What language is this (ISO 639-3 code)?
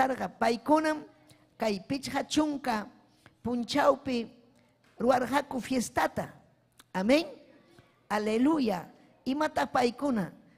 quy